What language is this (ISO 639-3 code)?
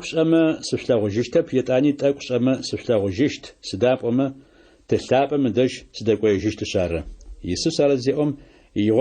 ady